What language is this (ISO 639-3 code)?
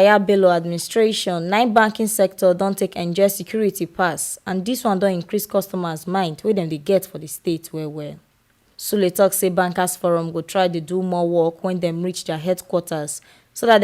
pcm